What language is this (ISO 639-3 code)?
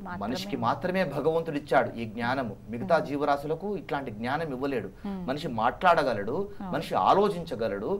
tel